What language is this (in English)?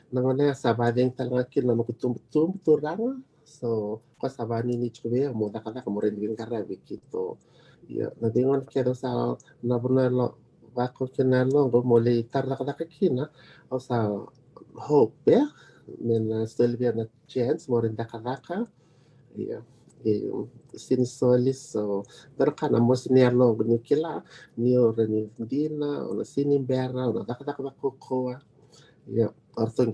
Fijian